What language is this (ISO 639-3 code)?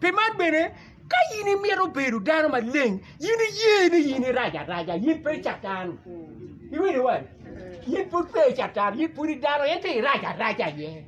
ach